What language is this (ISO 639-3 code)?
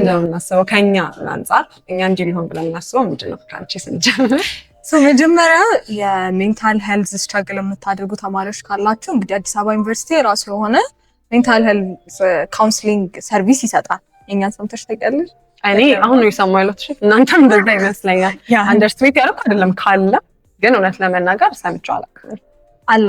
amh